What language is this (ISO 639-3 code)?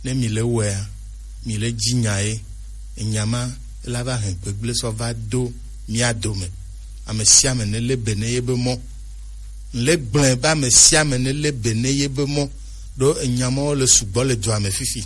gej